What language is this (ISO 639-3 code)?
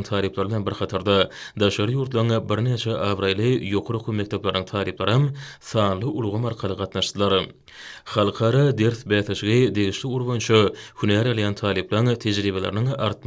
tuk